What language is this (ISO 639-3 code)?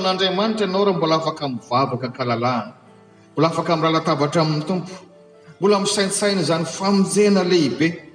mlg